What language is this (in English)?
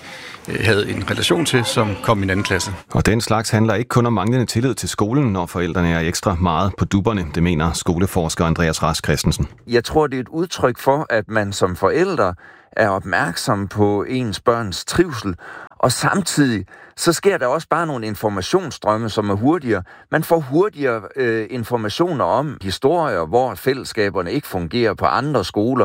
Danish